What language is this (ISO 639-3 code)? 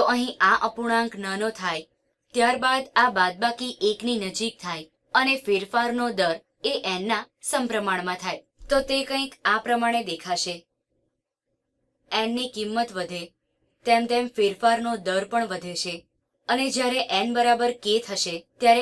guj